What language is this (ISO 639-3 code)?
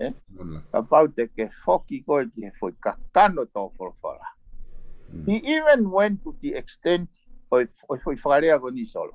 ton